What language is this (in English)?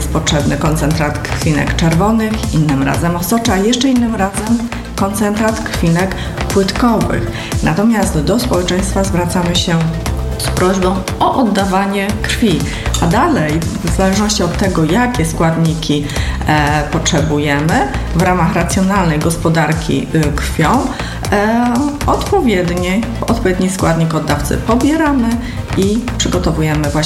Polish